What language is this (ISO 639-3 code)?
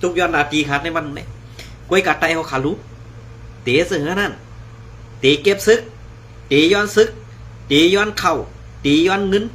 shn